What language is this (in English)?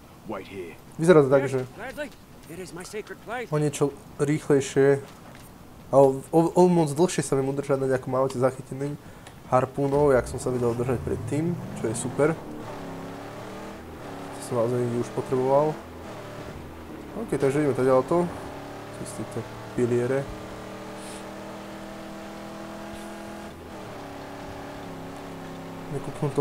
Slovak